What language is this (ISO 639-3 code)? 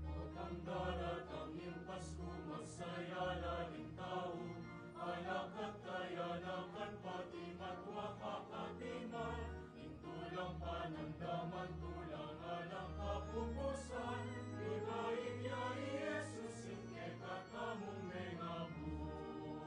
pam